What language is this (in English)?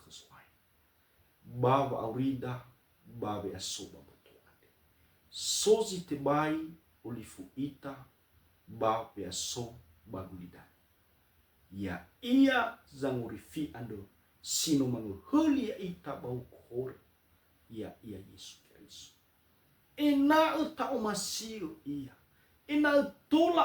Nias